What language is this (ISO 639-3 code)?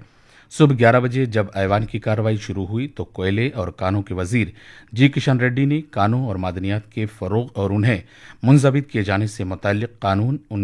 urd